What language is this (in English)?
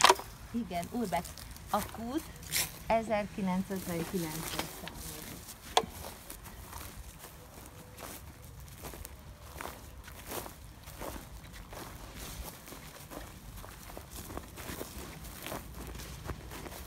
Hungarian